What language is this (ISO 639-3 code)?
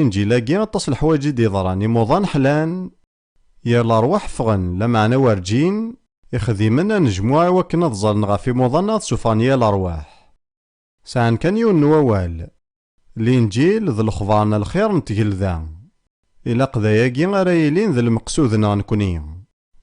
kab